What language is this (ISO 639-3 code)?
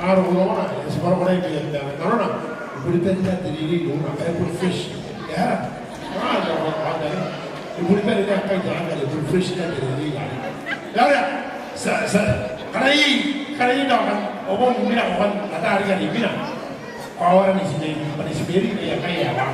gil